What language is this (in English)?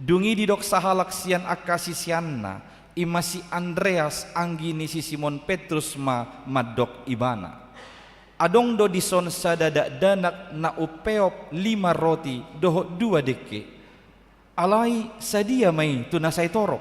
Batak Toba